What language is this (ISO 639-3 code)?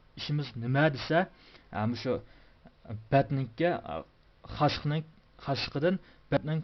uig